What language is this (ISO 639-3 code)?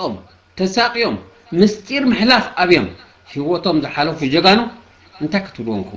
tir